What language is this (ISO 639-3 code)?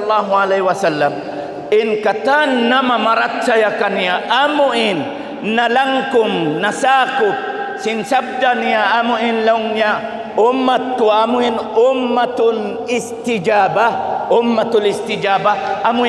tsg